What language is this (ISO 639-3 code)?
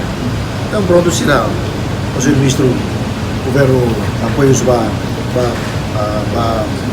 tet